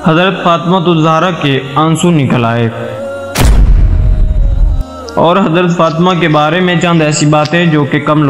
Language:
Urdu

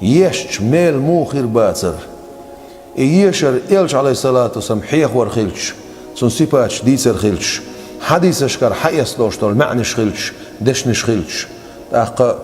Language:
Chechen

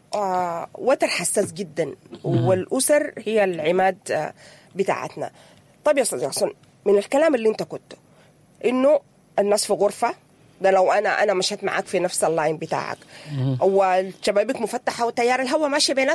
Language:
Sudanese Arabic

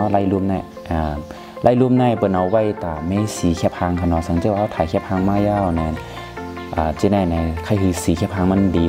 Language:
Shan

